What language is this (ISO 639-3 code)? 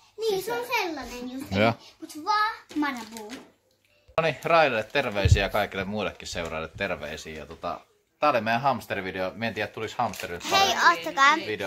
fin